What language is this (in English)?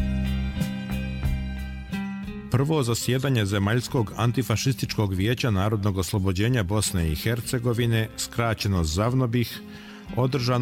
Bosnian